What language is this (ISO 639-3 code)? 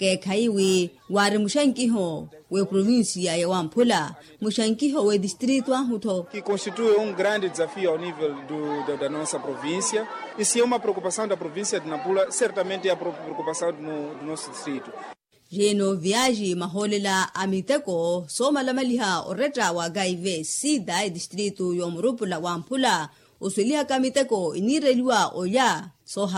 vmw